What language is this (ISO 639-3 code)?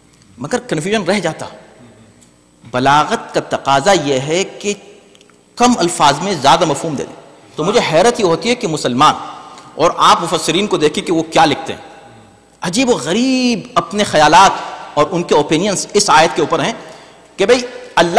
urd